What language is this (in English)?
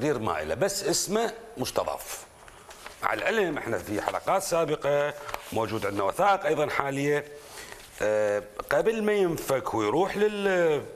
Mesopotamian Arabic